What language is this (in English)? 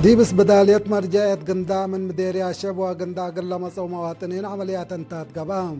Tigre